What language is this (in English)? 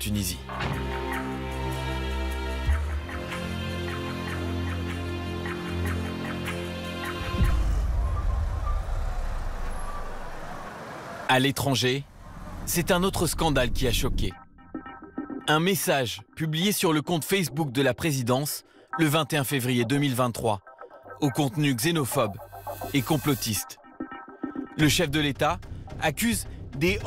French